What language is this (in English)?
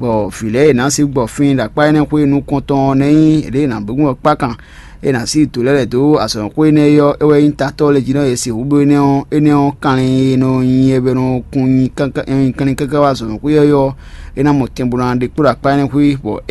Fon